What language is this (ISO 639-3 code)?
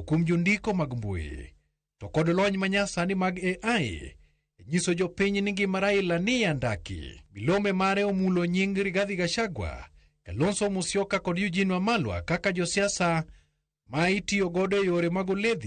luo